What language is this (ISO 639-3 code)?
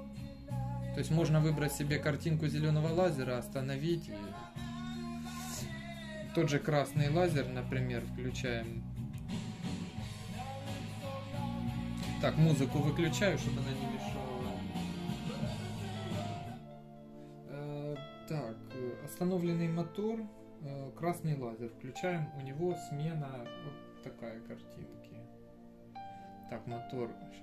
rus